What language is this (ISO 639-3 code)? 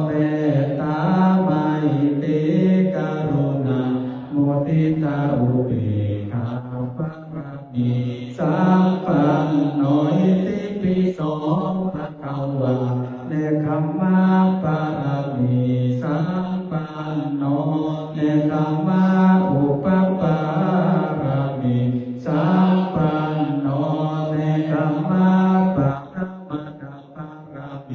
pli